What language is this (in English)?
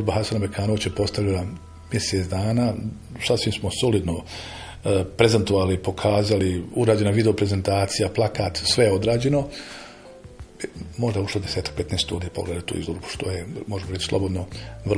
Bosnian